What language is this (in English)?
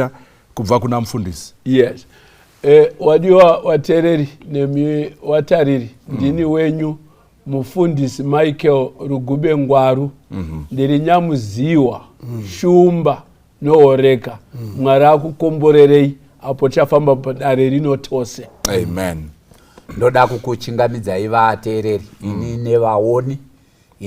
Shona